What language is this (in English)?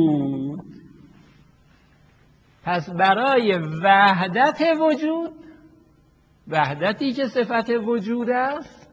Persian